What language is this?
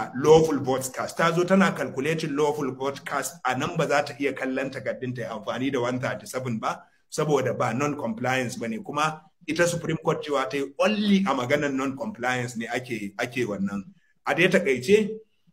Hausa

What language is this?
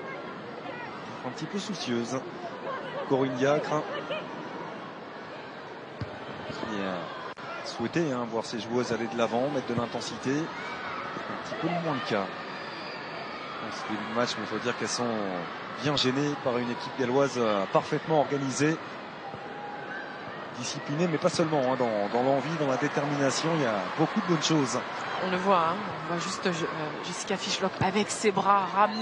French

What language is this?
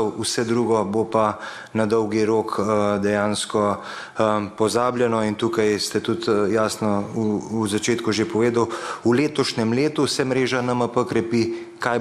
Slovenian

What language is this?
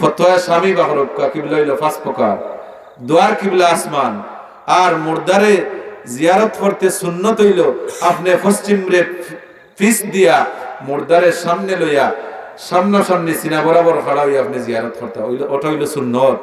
Sylheti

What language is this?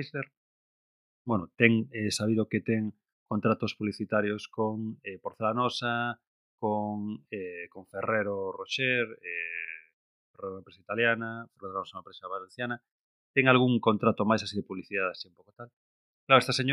Galician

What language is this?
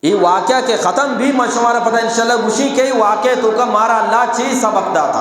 Eastern Balochi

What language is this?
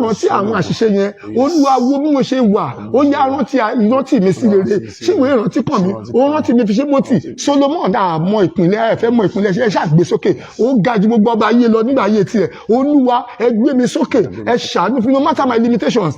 Yoruba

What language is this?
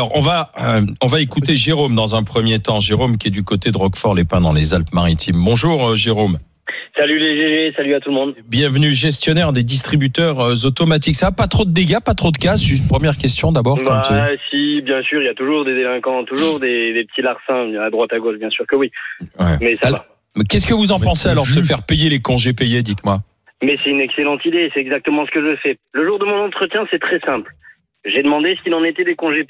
French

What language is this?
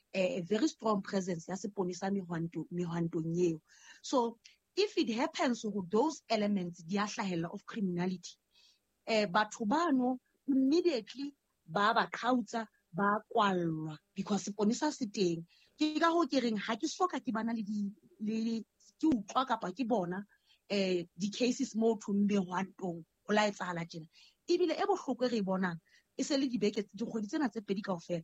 Southern Sotho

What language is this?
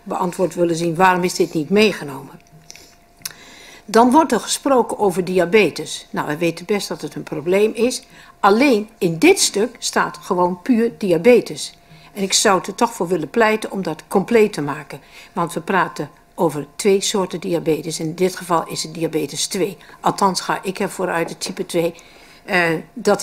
Dutch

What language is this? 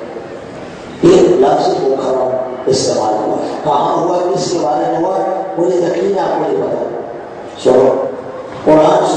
Urdu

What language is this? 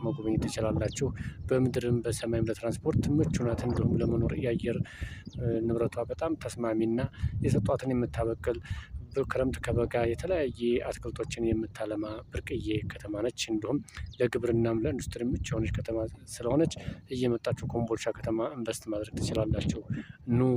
Amharic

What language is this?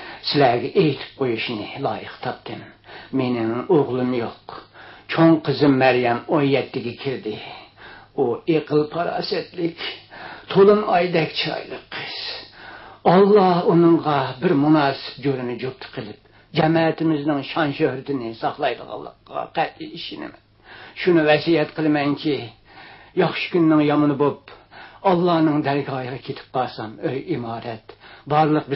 Uyghur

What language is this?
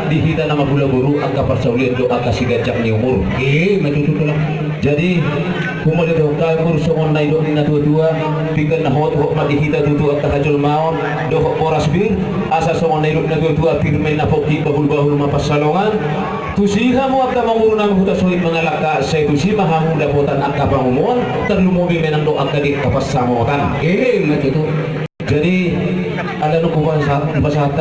Batak Toba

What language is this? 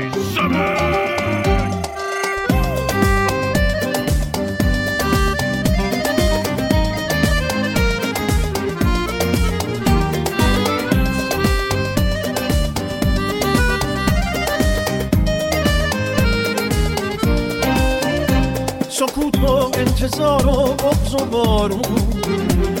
Persian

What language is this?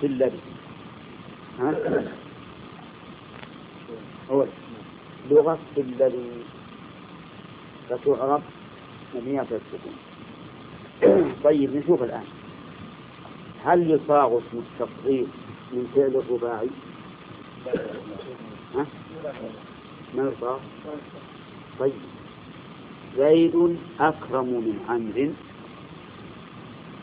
Arabic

